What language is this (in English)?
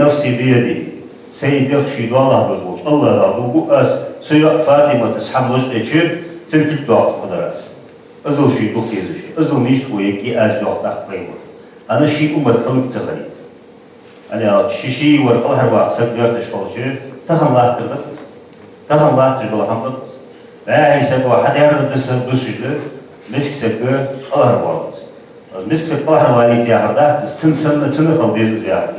Ingush